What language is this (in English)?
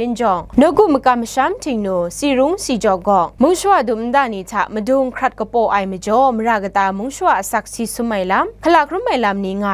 Kachin